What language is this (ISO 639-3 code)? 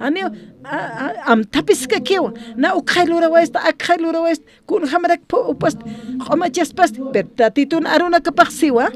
aym